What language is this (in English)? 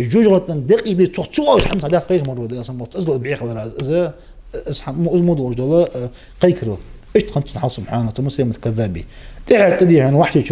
Ingush